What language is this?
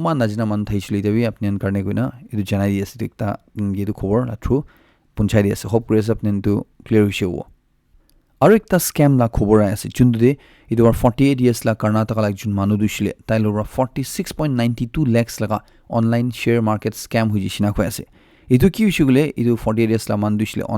Naga Pidgin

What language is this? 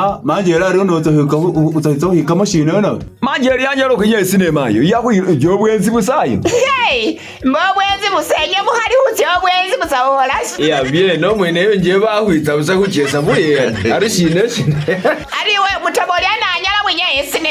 Masaaba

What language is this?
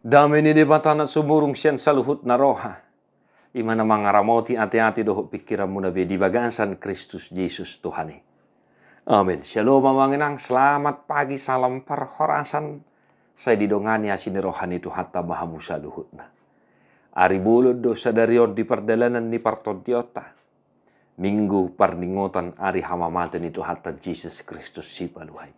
Batak Toba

